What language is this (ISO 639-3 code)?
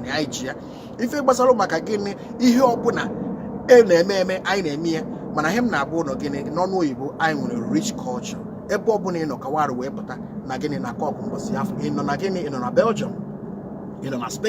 ibo